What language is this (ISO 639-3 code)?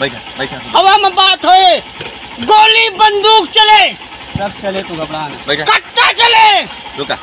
awa